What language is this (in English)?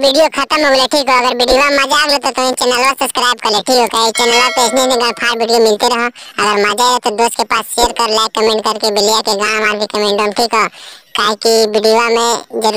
Magahi